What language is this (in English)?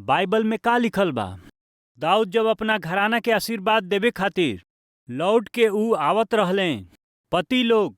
Bhojpuri